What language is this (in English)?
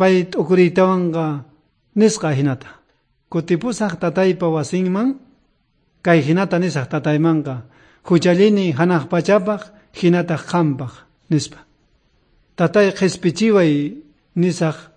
South Bolivian Quechua